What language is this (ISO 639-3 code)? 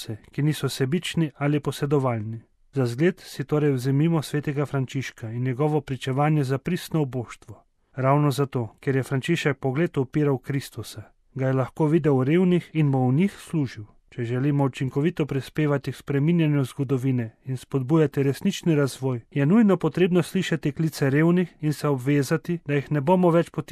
slv